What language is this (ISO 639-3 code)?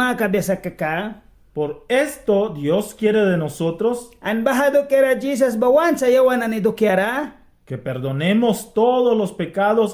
miq